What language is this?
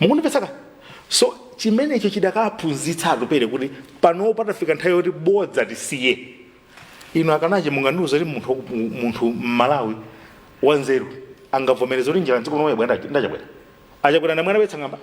Nyanja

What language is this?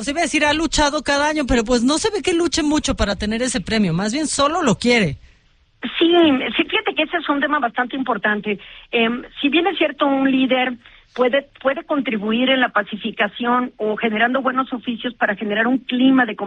Spanish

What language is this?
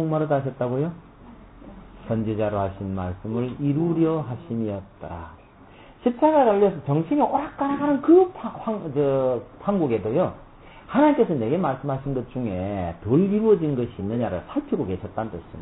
Korean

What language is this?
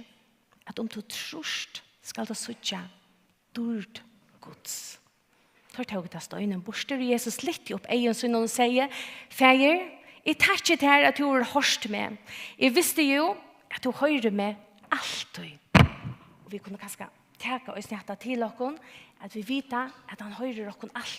Faroese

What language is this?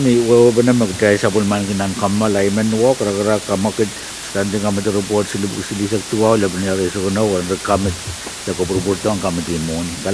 Pohnpeian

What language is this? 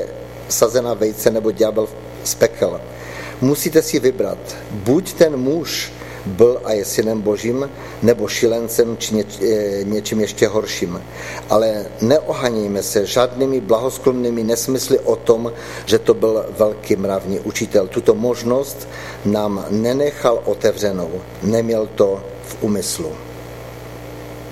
Czech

